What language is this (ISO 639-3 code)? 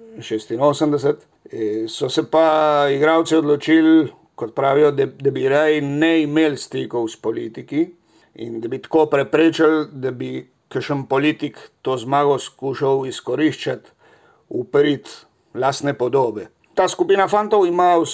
slv